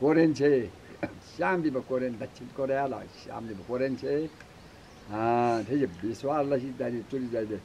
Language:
Eastern Tamang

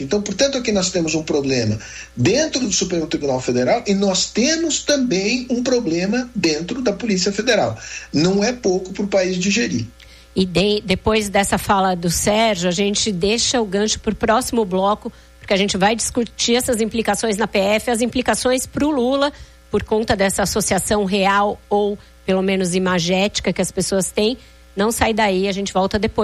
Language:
Portuguese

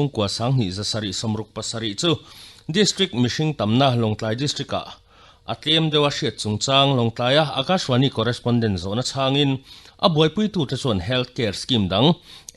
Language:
Mizo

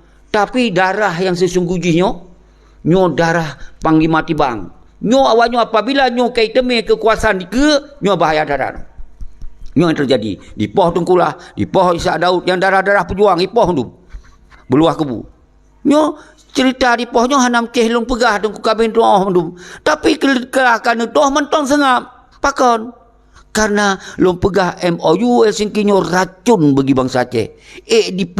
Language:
Achinese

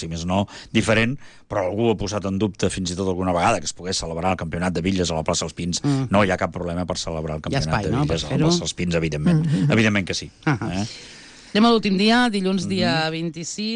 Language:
Catalan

